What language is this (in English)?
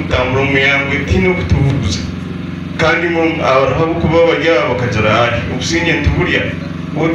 Nyankole